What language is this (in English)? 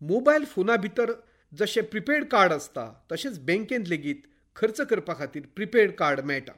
Konkani